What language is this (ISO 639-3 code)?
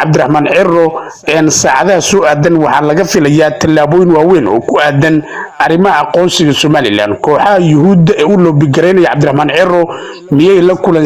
som